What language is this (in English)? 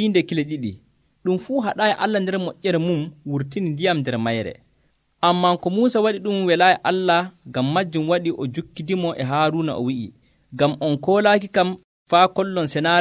Nigerian Fulfulde